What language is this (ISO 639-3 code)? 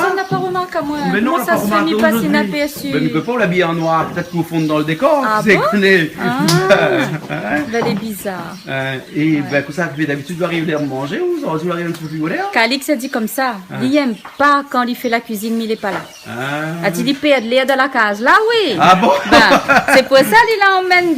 rcf